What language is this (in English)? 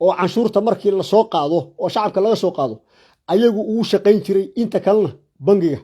Somali